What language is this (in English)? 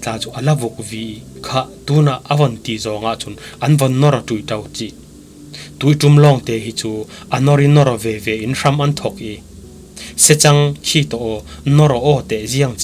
Falam Chin